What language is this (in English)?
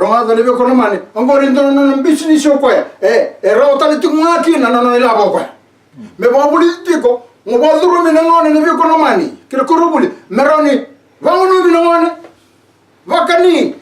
Fijian